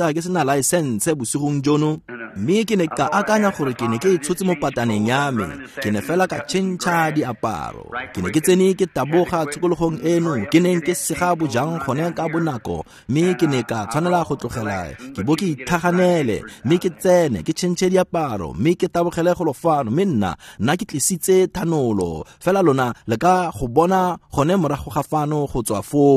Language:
Tswana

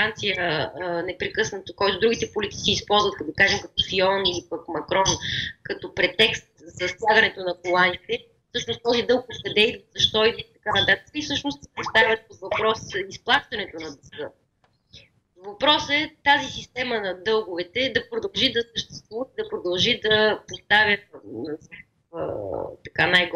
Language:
Bulgarian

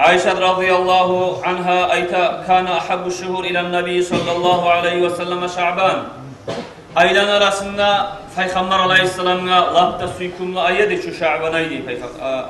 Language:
Kumyk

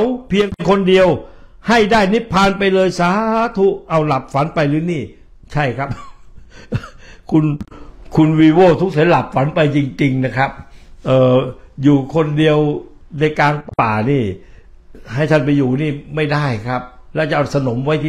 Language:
Thai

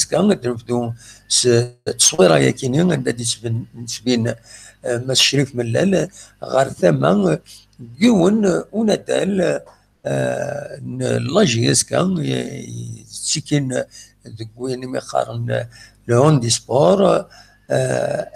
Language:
Kabyle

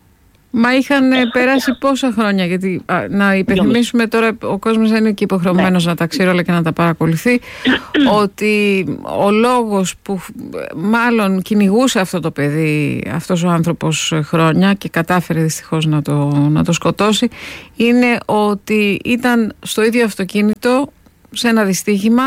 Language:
Greek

